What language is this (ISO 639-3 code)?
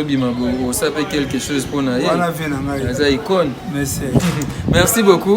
lin